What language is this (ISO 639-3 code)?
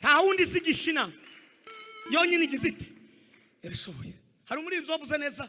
kin